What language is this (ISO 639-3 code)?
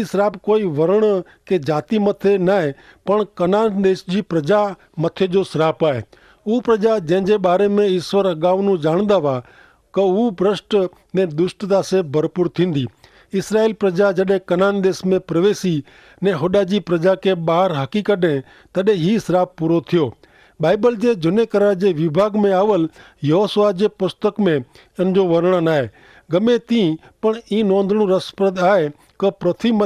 kfr